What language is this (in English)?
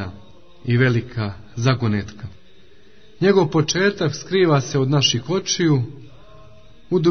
Croatian